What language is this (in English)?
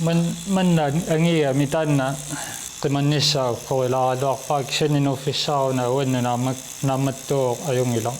Kalaallisut